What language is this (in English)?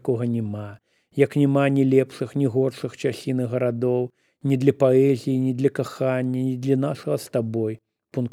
Belarusian